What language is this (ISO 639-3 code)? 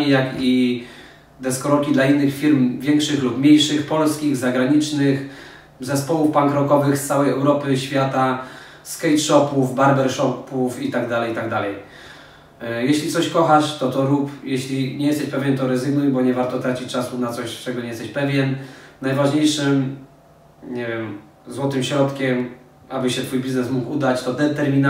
pol